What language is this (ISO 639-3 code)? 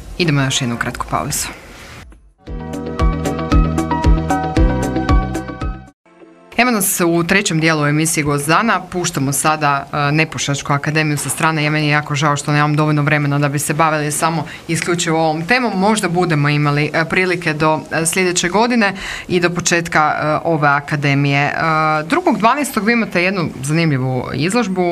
hrv